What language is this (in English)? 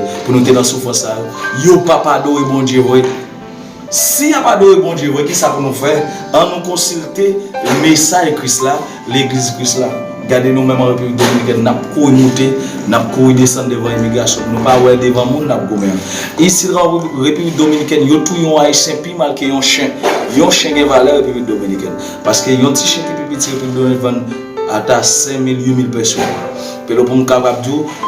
Haitian Creole